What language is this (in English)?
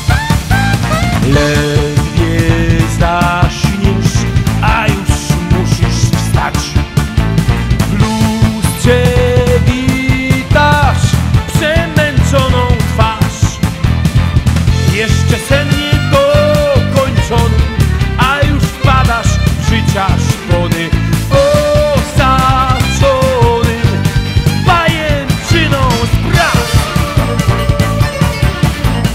Polish